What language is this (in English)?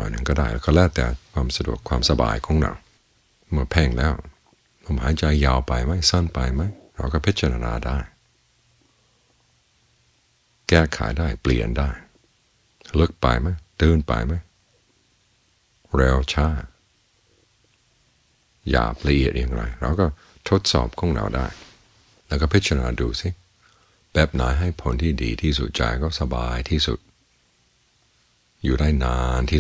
Thai